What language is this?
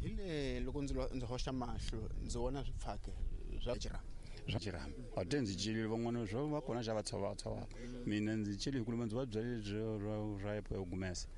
Tsonga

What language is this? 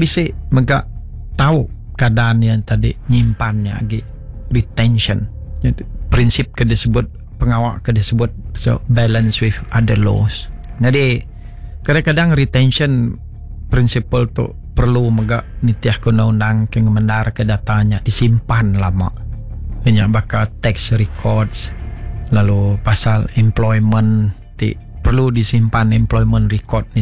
Iban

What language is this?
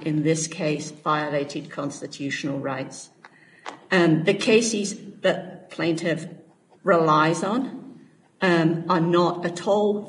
English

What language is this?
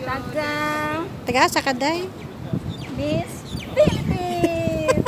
Cebuano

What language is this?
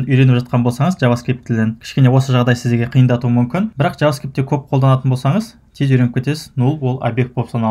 Kazakh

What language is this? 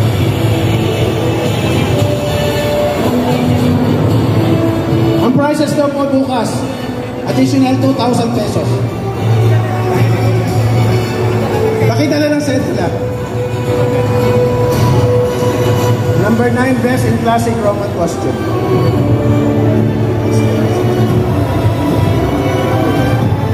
Filipino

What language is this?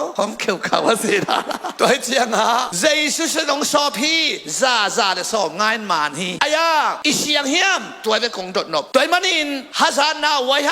Tedim Chin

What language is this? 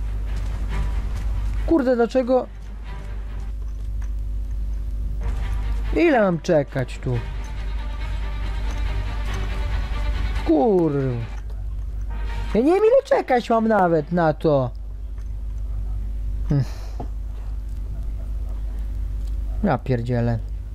Polish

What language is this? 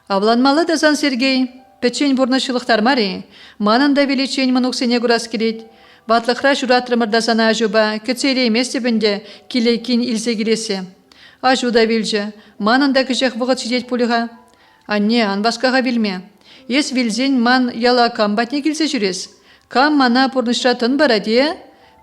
Chuvash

